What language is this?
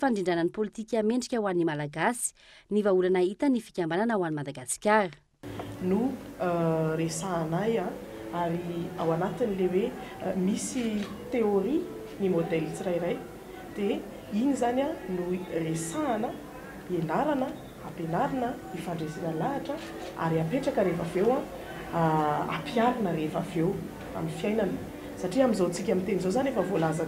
Malagasy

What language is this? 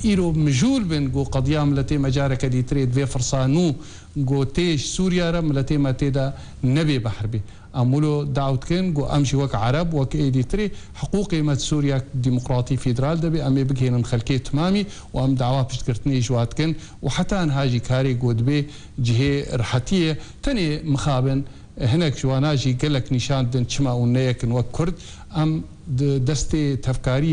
Kurdish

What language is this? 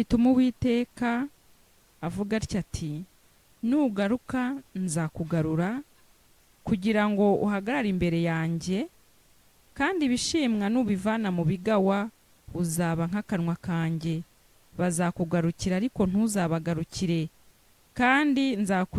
Kinyarwanda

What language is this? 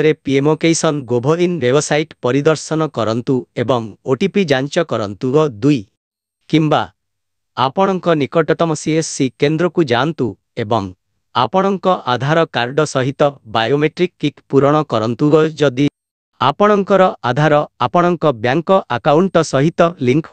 Odia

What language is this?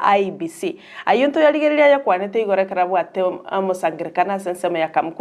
Gusii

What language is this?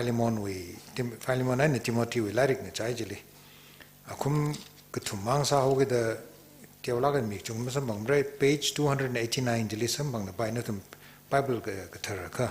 Tangkhul Naga (India)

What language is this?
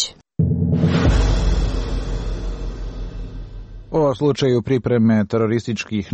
Croatian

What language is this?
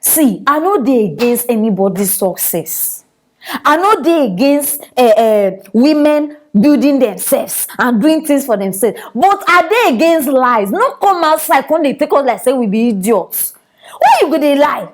Nigerian Pidgin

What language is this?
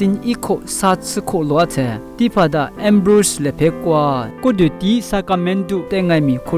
Lisu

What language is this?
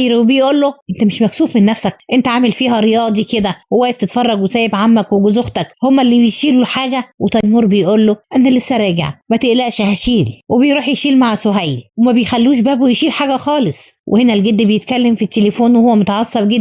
Egyptian Arabic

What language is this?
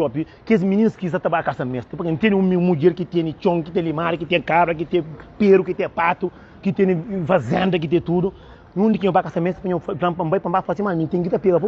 Kabuverdianu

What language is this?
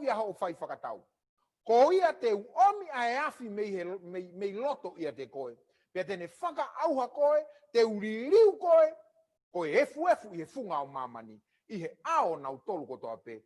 Tongan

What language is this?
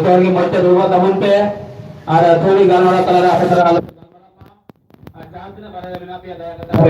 Santali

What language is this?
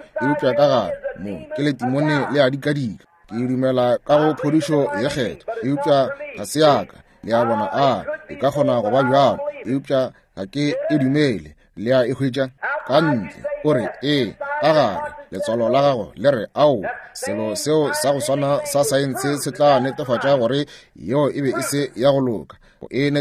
Northern Sotho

